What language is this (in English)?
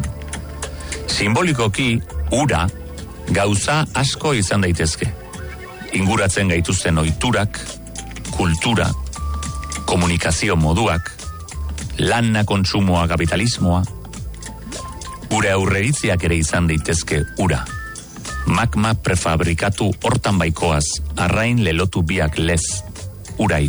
Basque